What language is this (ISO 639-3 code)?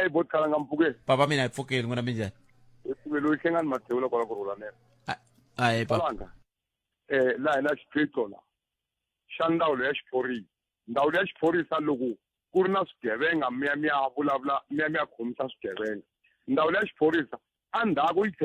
tso